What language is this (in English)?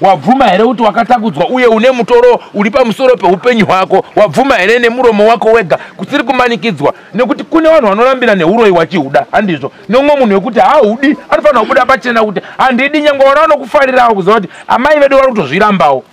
Shona